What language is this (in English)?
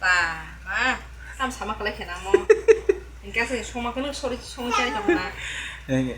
Kok Borok